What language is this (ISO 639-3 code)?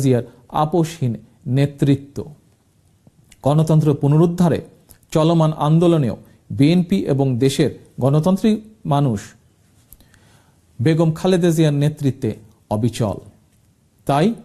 ben